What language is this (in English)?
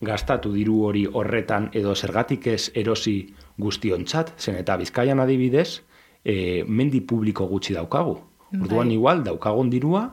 Basque